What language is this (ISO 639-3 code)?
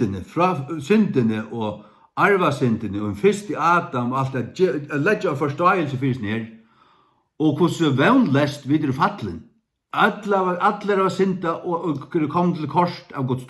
fao